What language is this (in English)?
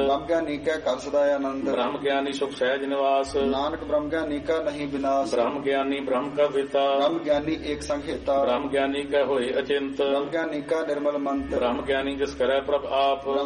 Punjabi